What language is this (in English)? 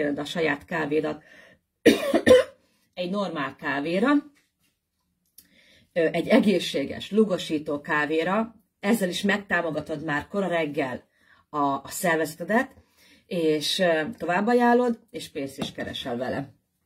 Hungarian